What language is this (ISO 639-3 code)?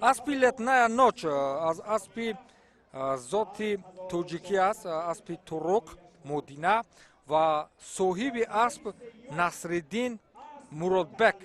tgk